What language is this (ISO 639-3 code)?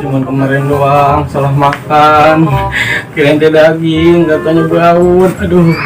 bew